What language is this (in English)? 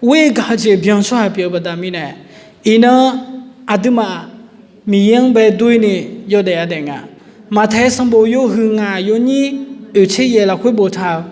Akha